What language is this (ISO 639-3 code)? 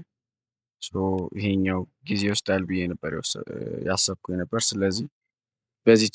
amh